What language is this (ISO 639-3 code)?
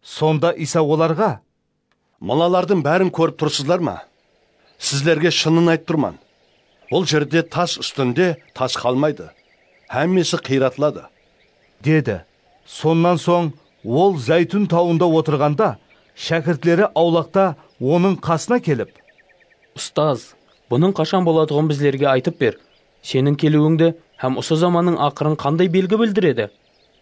kaa